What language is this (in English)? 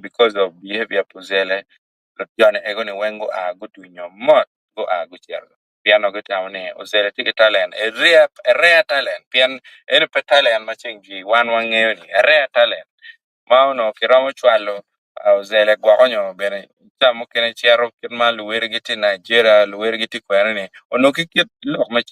Acoli